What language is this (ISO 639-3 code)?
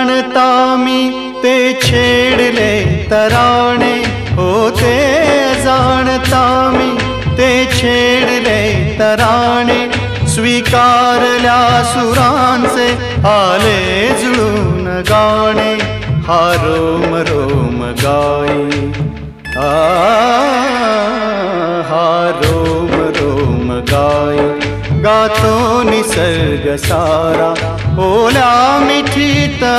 mar